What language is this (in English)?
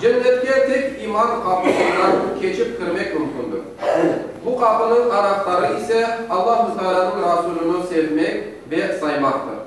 Crimean Tatar